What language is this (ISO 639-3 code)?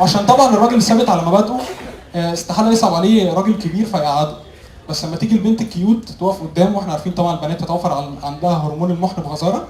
arz